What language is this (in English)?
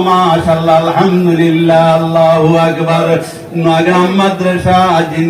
Sylheti